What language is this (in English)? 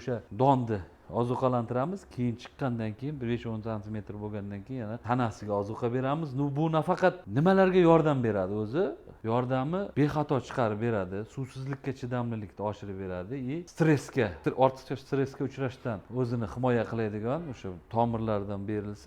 Uzbek